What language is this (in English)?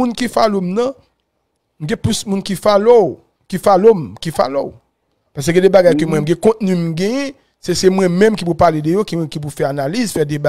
Haitian Creole